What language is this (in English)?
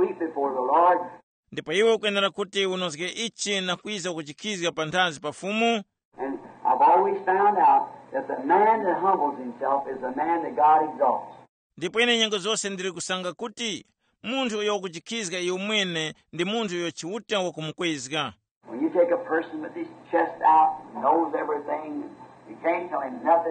Tumbuka